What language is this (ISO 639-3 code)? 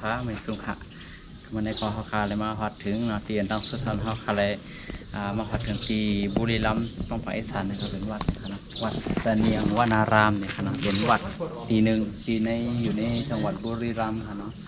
shn